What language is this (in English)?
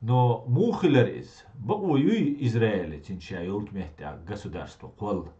Chechen